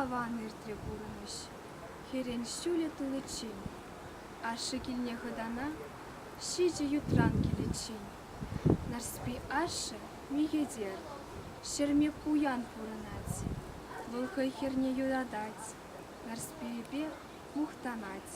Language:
Chuvash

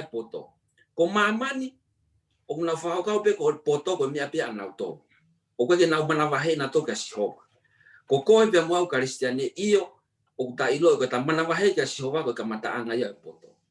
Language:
Tongan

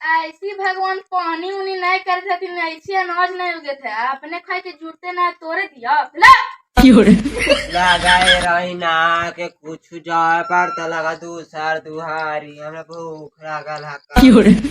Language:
Magahi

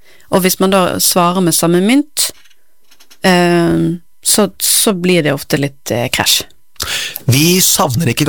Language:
Norwegian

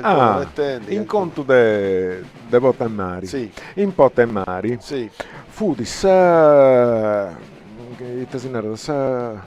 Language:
Sardinian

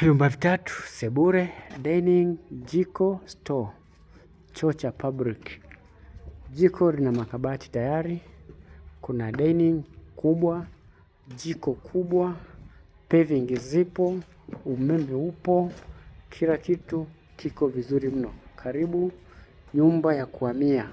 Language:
Swahili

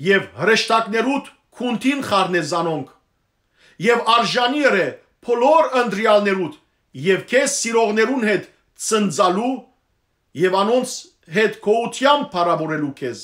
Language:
Western Armenian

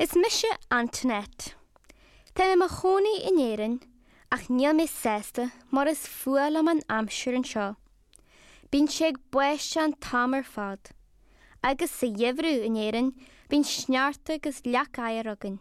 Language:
Irish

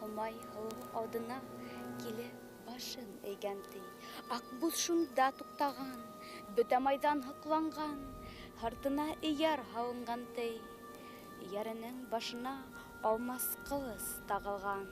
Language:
Bashkir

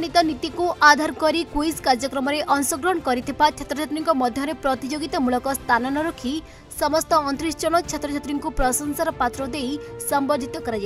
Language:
Odia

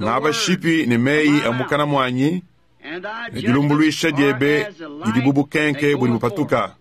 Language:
Luba-Lulua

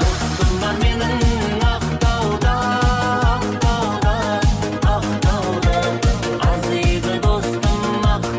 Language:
Kara-Kalpak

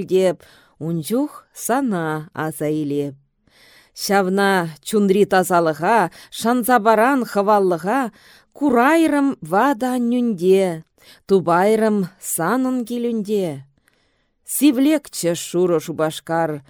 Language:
Chuvash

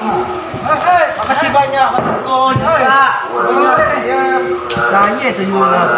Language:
Minangkabau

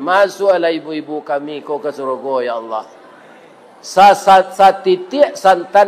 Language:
Minangkabau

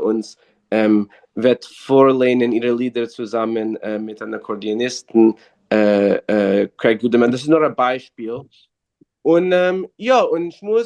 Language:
Yiddish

